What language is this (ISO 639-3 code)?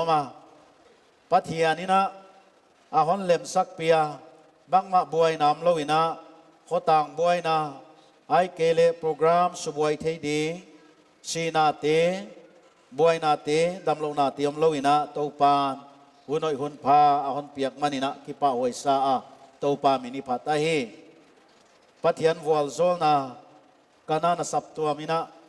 pck